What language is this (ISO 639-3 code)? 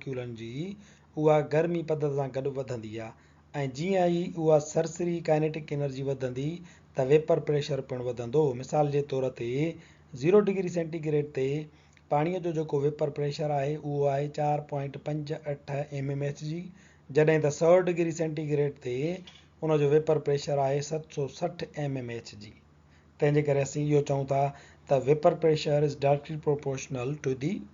snd